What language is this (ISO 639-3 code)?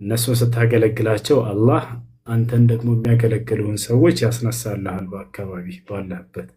amh